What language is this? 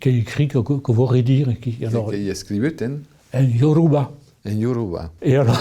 Occitan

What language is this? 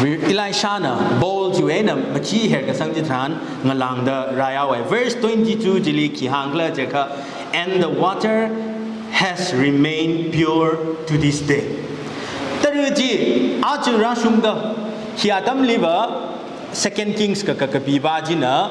Tangkhul Naga (India)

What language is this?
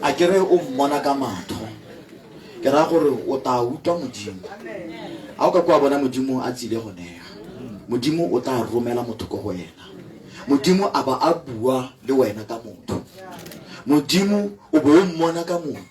Tswana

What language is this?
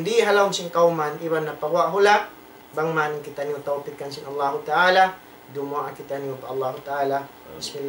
Tausug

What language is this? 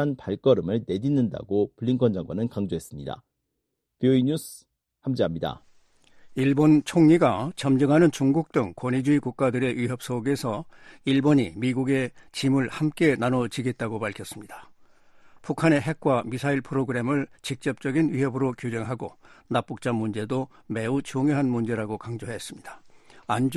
Korean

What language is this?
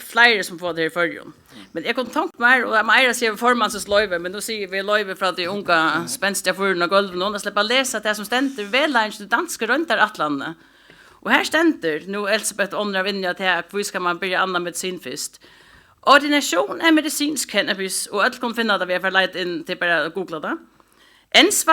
Faroese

